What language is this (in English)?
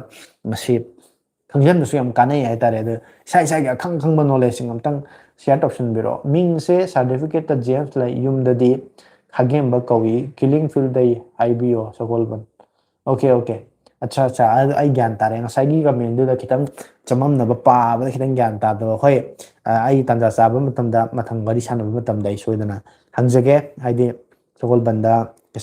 Manipuri